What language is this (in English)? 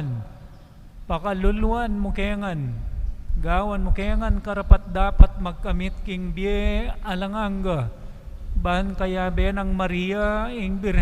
Pampanga